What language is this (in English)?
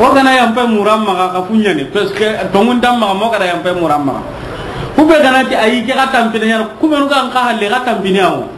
Soninke